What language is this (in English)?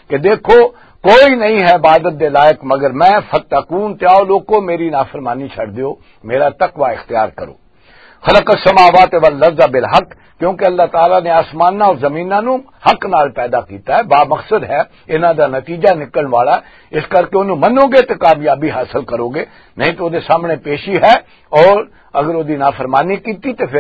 Western Panjabi